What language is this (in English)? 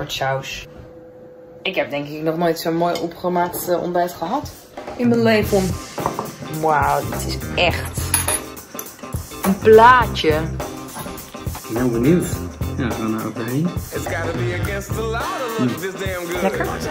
Dutch